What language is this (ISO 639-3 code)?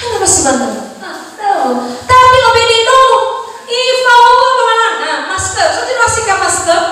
nia